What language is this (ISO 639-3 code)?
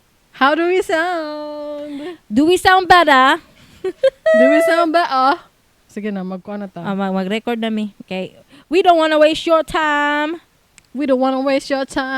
ceb